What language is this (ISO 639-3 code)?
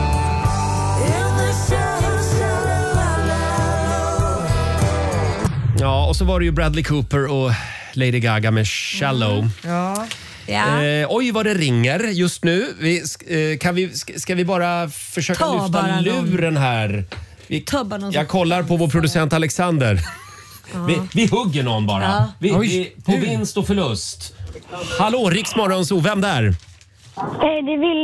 swe